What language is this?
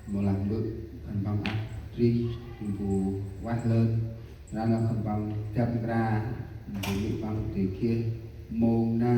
Central Mnong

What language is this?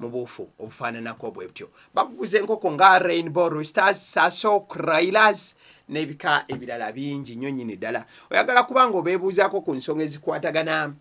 Ganda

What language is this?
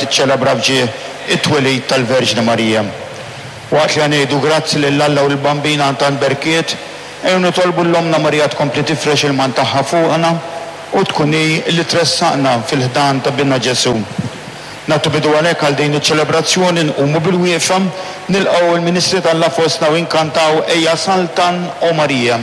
Maltese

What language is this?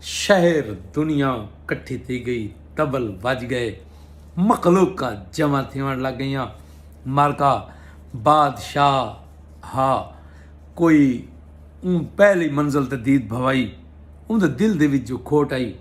Saraiki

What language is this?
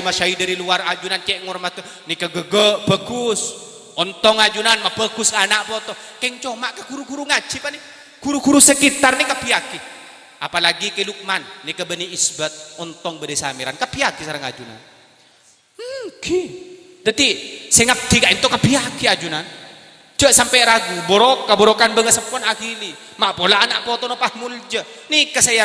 Madurese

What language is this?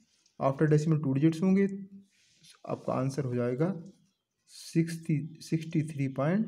Hindi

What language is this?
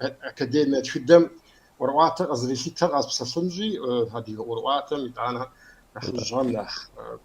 Kabardian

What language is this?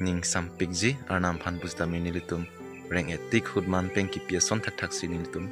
Karbi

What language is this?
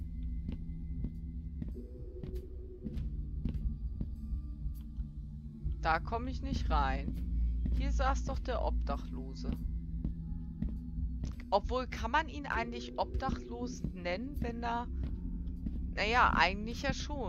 German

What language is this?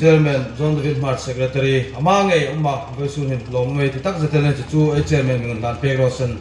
Hmar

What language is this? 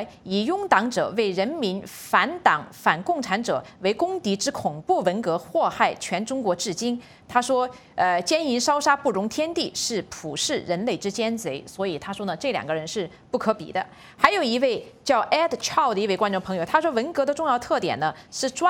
Chinese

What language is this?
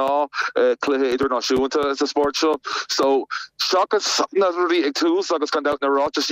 Irish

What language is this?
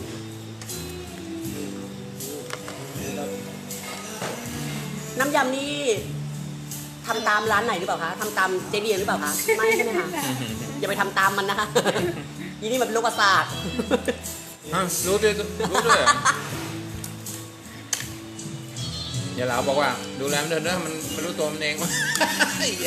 Thai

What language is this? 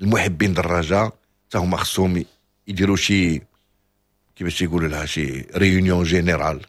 Moroccan Arabic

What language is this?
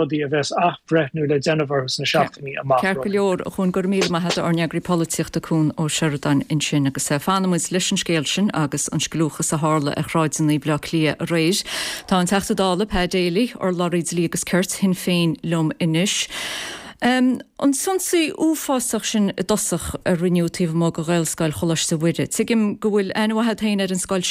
Irish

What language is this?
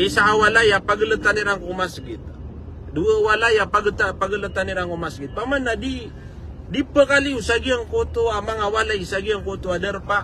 Maranao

